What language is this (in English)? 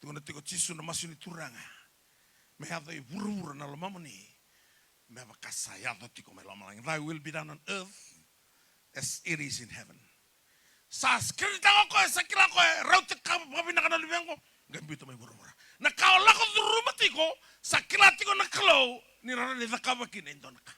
Fijian